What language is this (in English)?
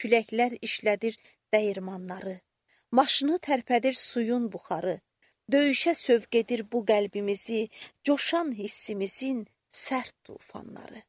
Azerbaijani